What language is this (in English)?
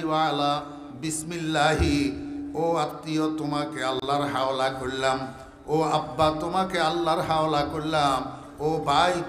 Bangla